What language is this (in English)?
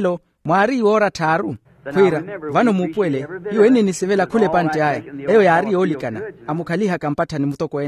Makhuwa